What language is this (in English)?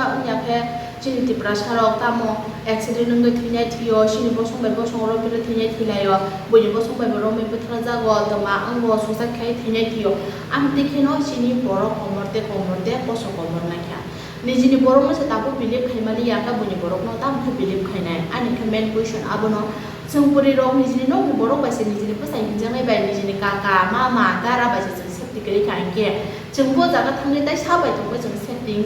Kok Borok